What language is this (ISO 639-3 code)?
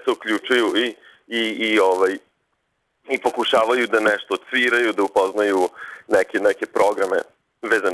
srp